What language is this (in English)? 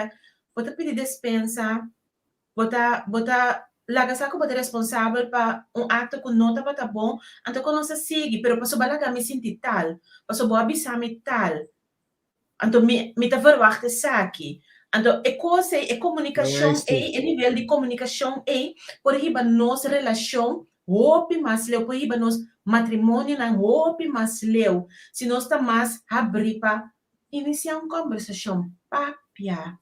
Papiamento